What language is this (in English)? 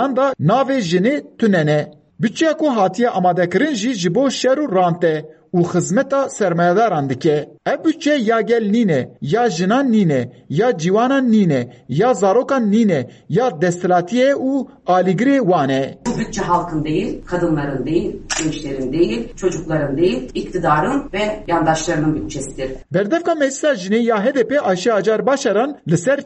Kurdish